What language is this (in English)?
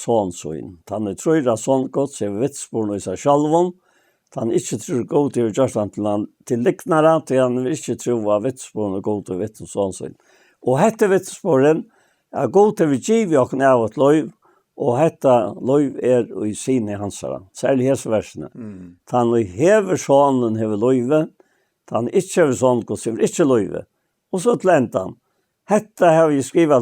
Faroese